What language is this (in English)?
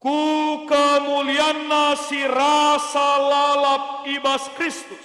Batak Karo